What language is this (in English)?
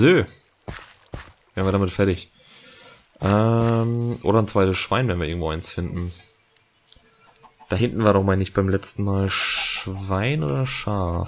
German